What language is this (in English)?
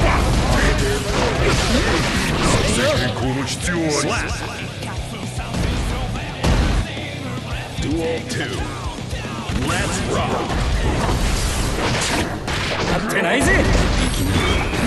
Japanese